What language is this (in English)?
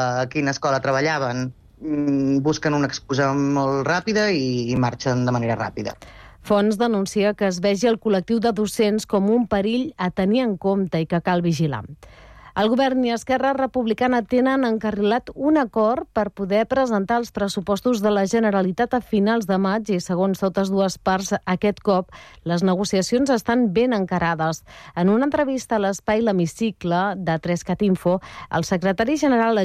Catalan